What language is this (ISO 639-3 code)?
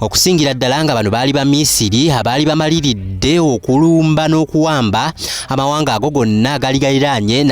lug